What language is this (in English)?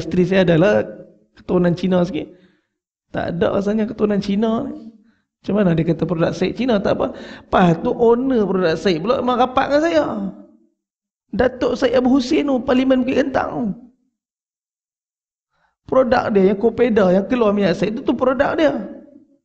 Malay